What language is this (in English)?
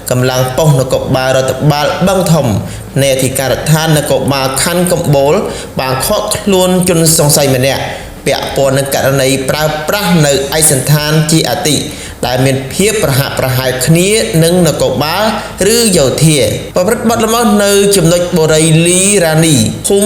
Khmer